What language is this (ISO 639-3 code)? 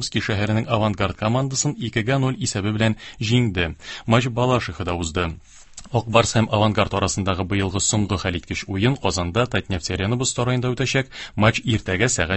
tat